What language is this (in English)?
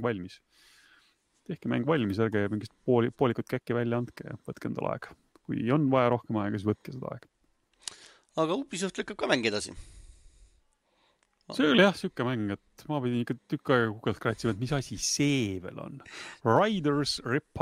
Estonian